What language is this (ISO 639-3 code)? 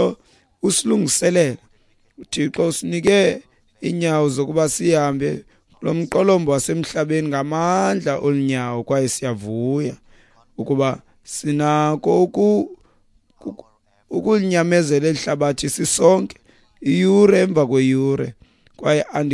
xho